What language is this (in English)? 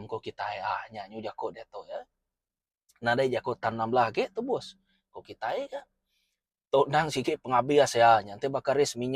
Iban